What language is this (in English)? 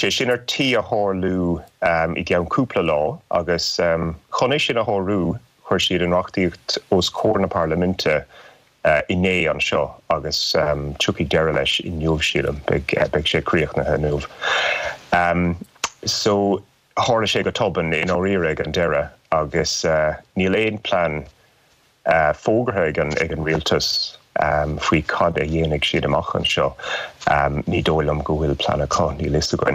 Irish